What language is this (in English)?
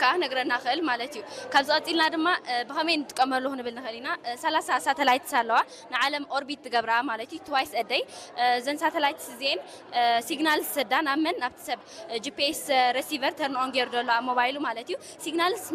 Tigrinya